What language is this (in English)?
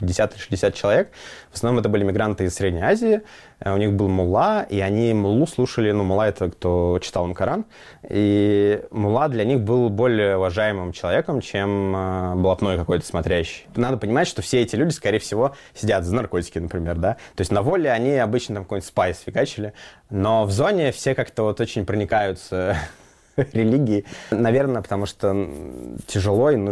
Russian